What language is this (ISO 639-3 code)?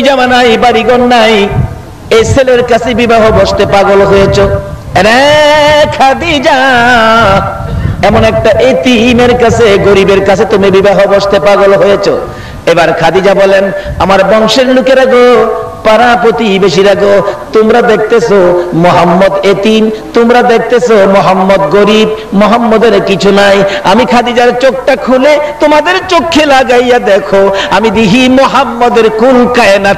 ben